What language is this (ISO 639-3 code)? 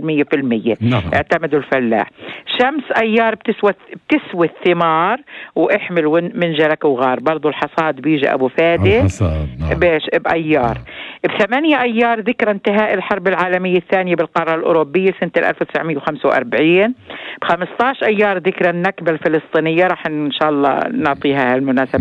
apc